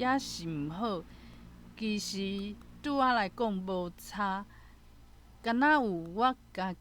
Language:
Min Nan Chinese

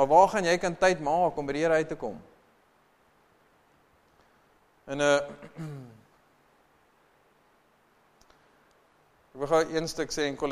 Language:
Afrikaans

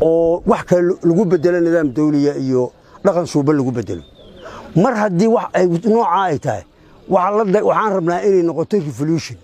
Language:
Somali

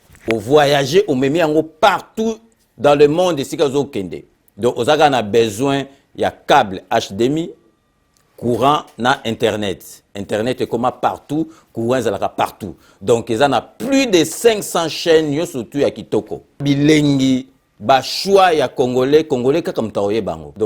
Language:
Lingala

